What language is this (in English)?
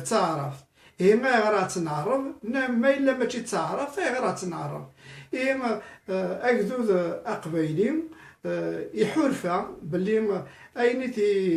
Kabyle